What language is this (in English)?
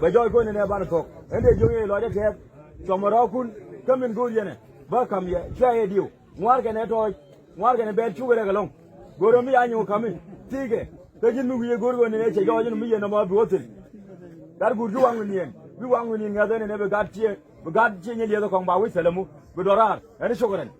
Nuer